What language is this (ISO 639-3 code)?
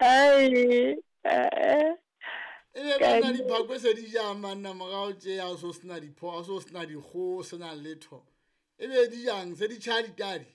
sot